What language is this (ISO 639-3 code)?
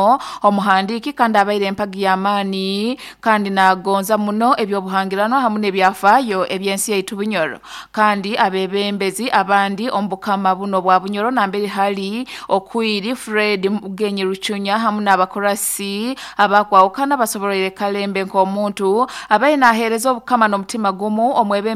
nyo